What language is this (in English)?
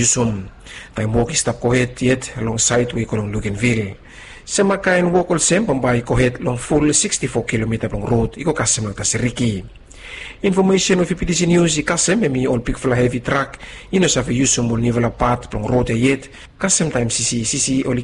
Bislama